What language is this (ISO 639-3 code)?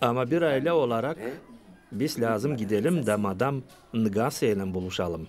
gag